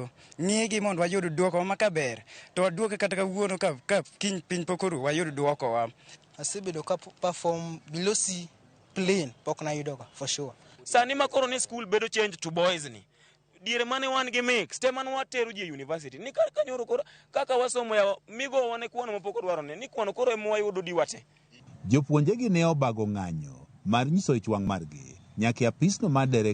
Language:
Luo (Kenya and Tanzania)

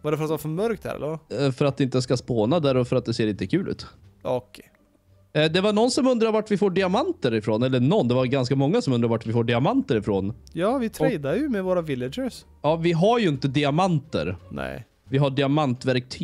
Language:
Swedish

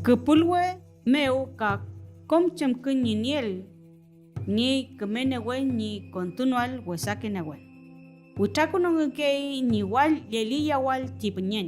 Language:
Mapuche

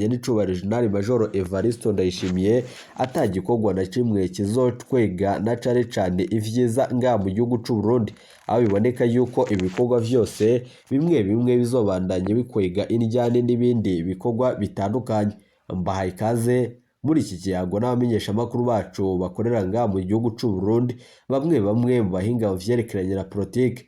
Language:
Rundi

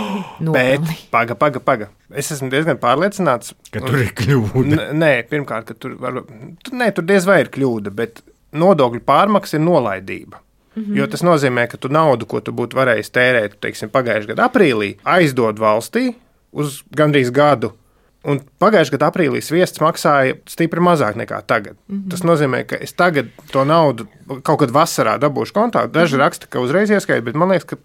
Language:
Latvian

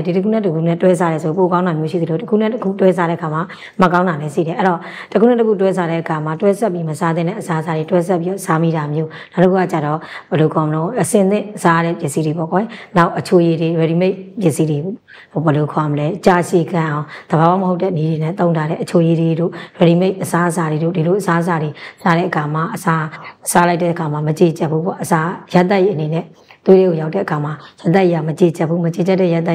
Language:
Burmese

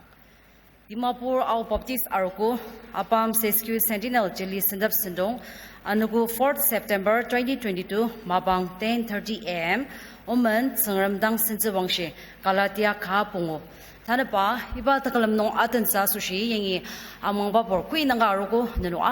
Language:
Ao Naga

